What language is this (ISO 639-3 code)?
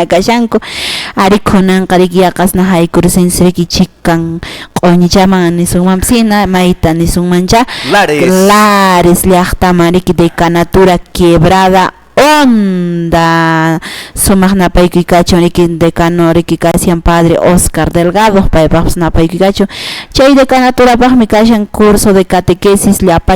que